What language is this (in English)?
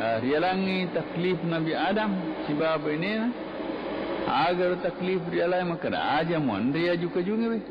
Buginese